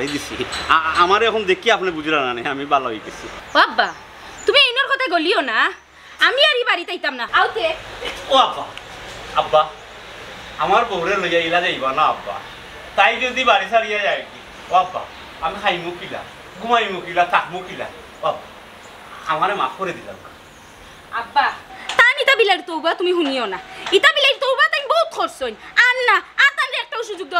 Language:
Sylheti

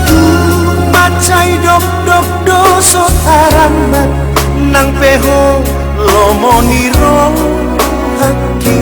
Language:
Batak Toba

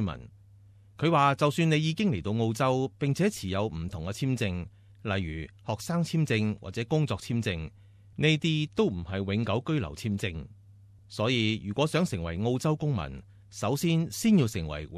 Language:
Cantonese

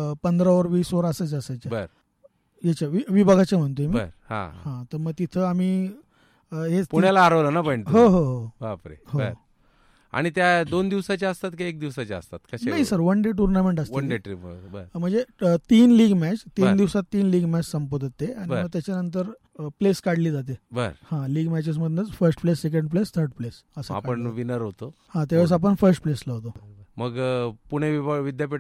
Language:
Marathi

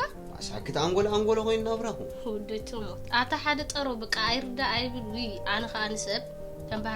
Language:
Tigrinya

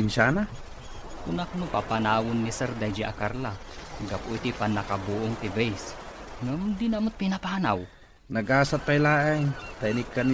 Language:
Iloko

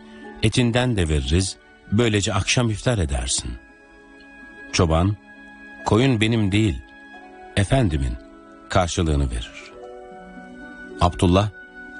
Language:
Turkish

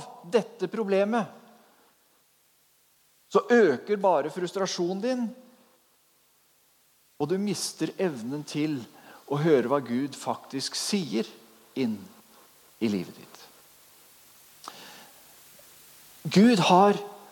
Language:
Norwegian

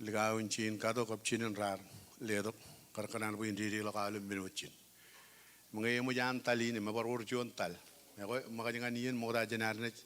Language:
Marshallese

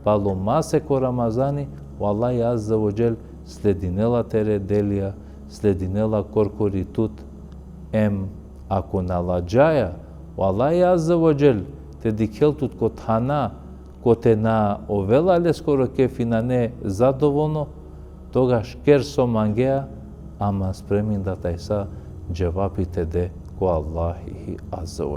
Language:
Balkan Romani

